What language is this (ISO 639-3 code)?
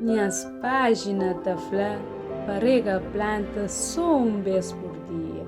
kea